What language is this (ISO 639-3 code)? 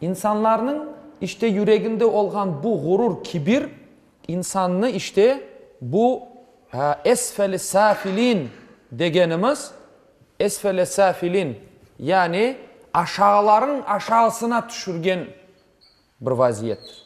crh